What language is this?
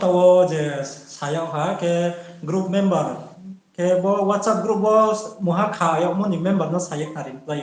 Riang (India)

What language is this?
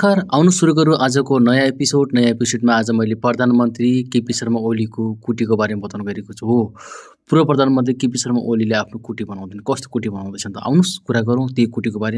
Nepali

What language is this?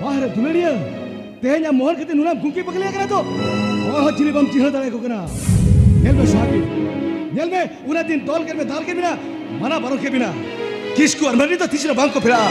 Santali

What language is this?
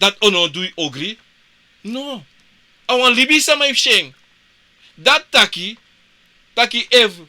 Sranan Tongo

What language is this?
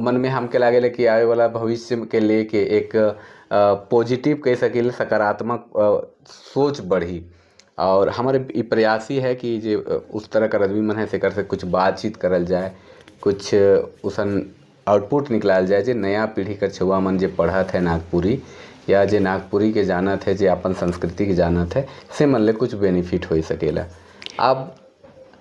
Sadri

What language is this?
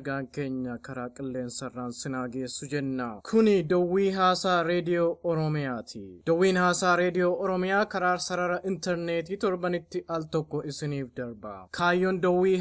Oromo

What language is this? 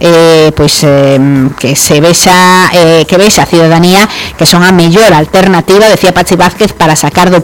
Galician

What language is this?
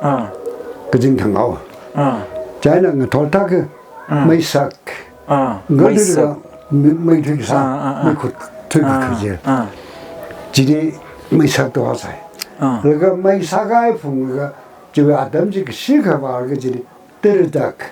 Tangkhul Naga (India)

